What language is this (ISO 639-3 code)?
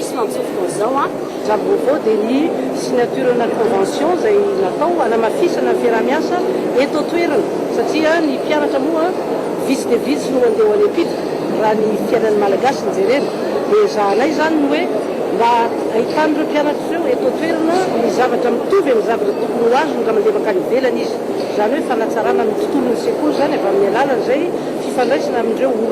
mlg